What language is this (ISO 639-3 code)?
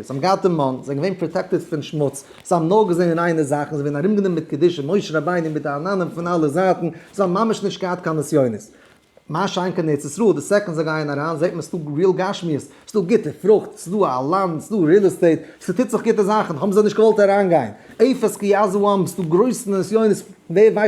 yid